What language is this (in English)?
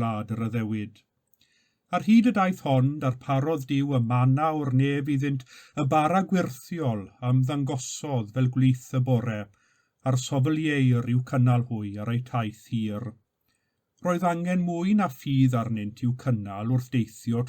Welsh